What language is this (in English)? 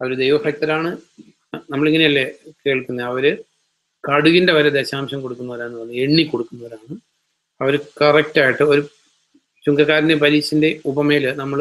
Malayalam